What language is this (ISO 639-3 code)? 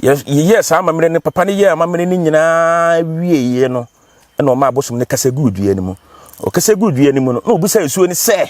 aka